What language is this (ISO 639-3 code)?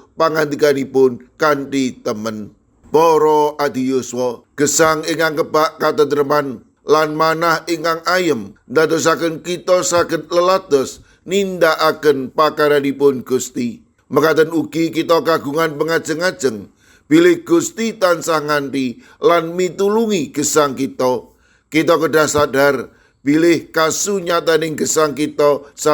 jav